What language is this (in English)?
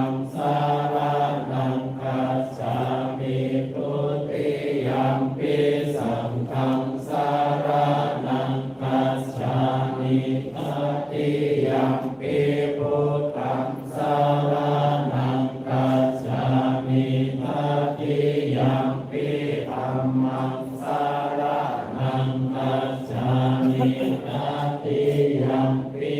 Pali